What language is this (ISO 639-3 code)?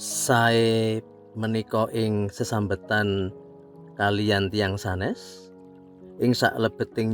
jav